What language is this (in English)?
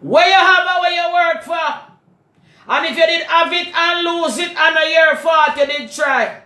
Jamaican Creole English